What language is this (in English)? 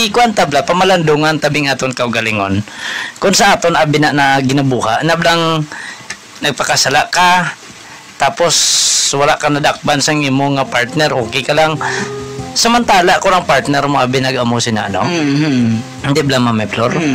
Hiligaynon